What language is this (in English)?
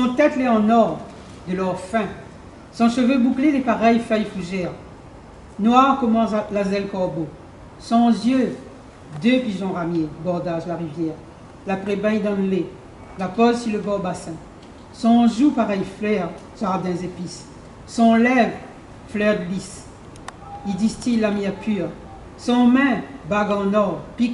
Réunion Creole French